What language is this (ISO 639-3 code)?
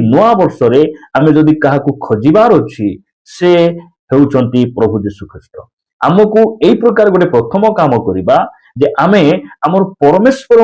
ori